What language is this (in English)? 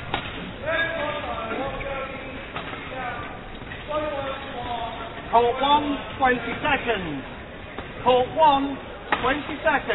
English